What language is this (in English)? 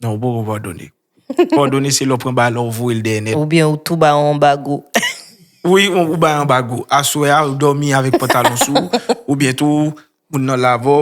Haitian Creole